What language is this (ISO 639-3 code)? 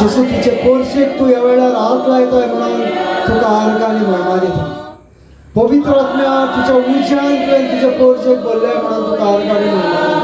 kok